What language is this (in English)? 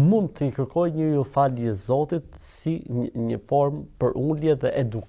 Albanian